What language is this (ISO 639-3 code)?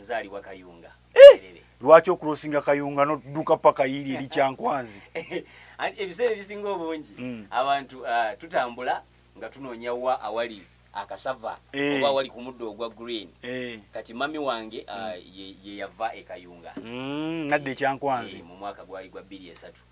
lug